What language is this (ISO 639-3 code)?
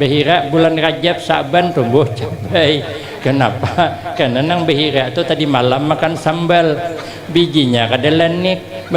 bjn